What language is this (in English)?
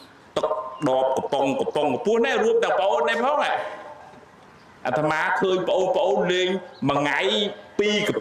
Khmer